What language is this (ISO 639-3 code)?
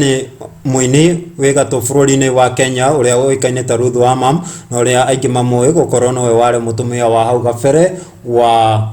kik